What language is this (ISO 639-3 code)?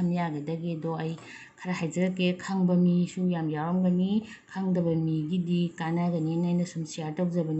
mni